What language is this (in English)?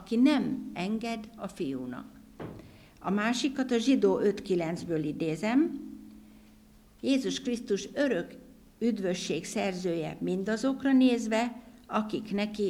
Hungarian